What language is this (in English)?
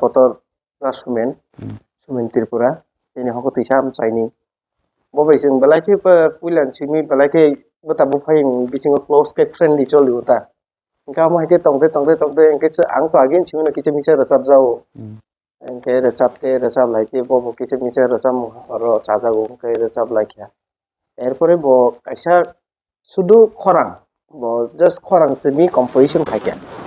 Kok Borok